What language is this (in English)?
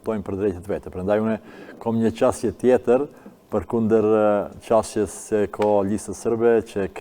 Albanian